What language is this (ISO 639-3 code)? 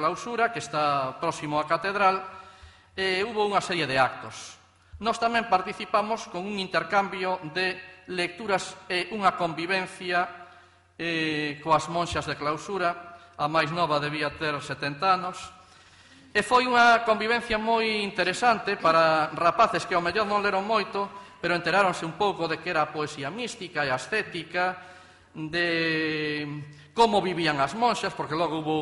glg